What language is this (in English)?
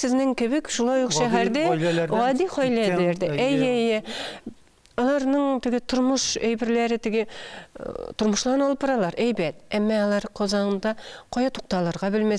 Tatar